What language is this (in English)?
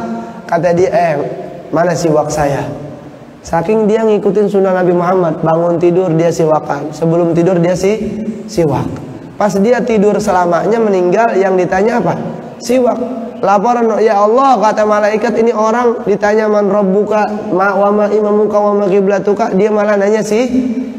Indonesian